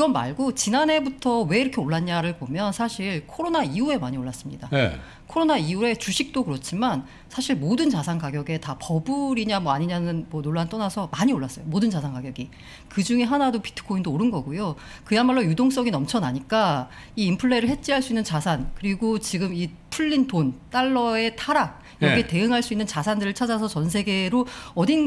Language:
Korean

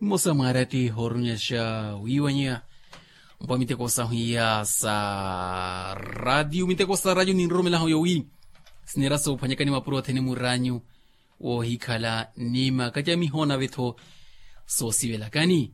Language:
Makhuwa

